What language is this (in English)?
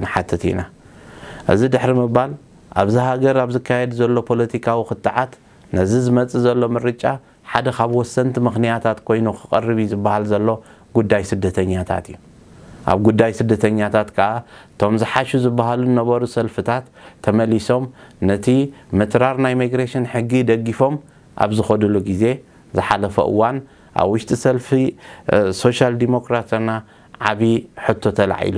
Tigrinya